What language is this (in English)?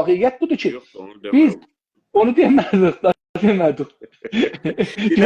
South Azerbaijani